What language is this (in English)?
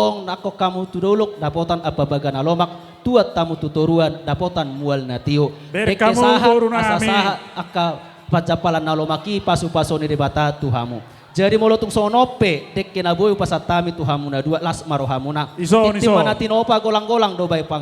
Batak Toba